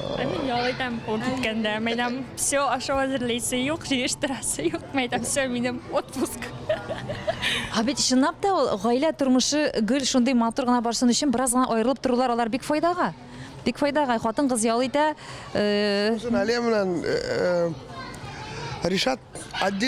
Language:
Tatar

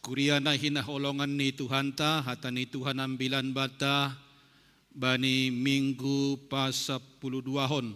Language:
Batak Simalungun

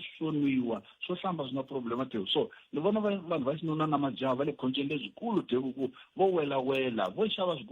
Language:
Tsonga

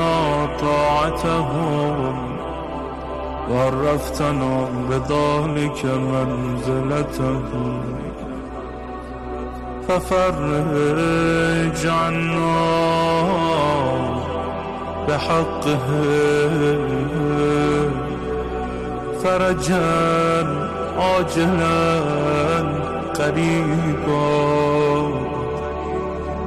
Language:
Arabic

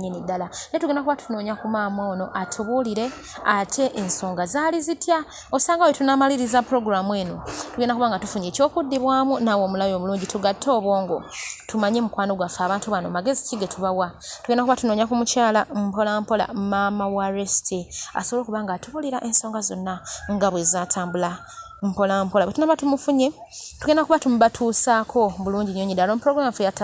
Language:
Ganda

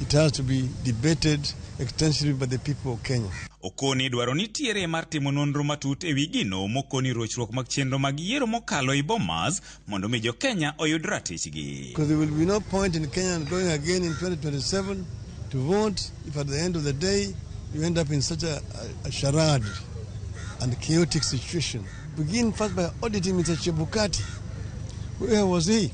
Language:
Luo (Kenya and Tanzania)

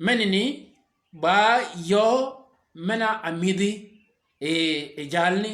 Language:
Shilluk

